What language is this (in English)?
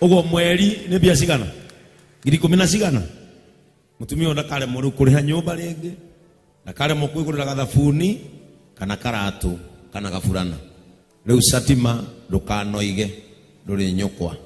Kikuyu